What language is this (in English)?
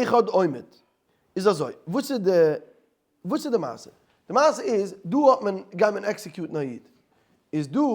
Yiddish